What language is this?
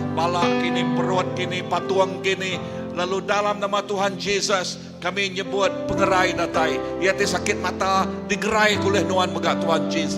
Iban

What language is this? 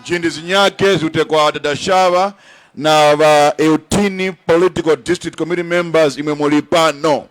Tumbuka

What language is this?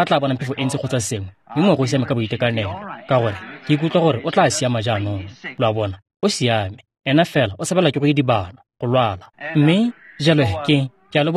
Tswana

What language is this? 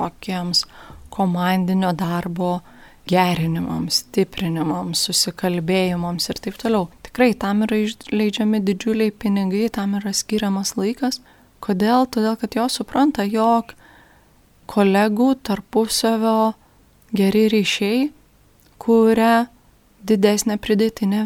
Lithuanian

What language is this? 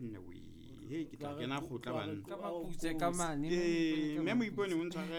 Southern Sotho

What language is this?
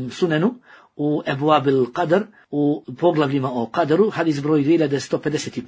Bosnian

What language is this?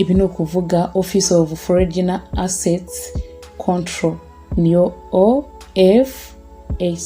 Kinyarwanda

